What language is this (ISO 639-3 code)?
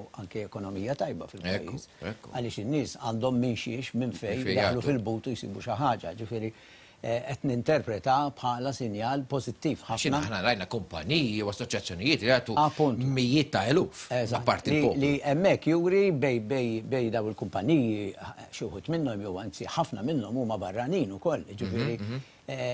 mlt